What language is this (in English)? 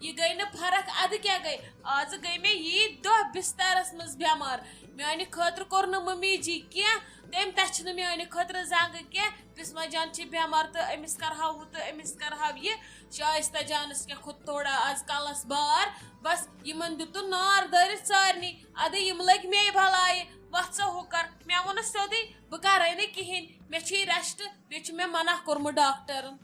Kashmiri